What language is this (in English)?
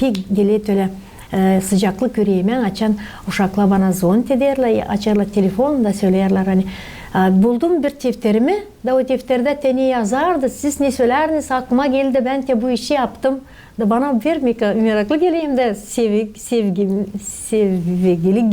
Gagauz